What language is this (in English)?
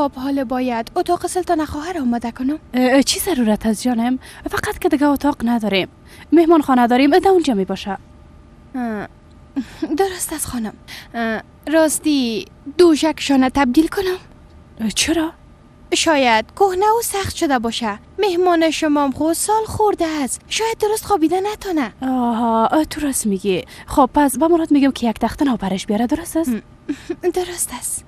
Persian